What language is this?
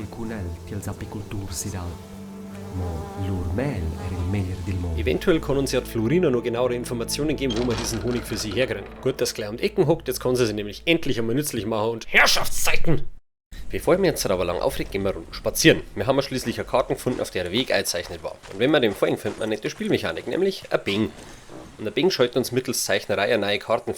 Bavarian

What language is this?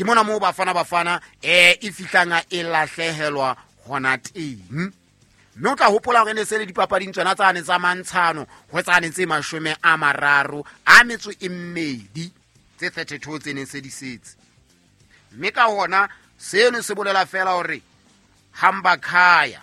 Southern Sotho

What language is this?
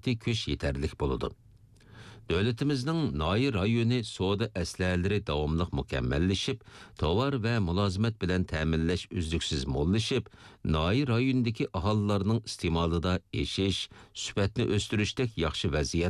Uyghur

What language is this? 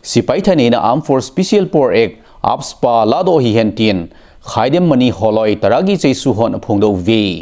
Thado Chin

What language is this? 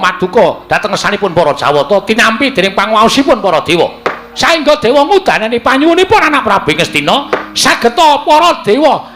Javanese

